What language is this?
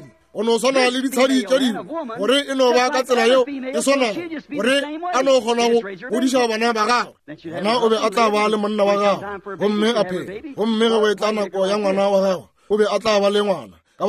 Northern Sotho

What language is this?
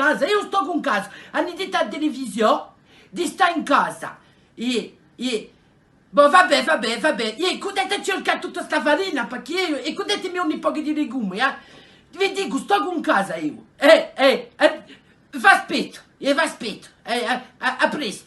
Corsican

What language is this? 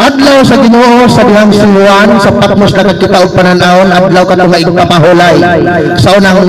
Cebuano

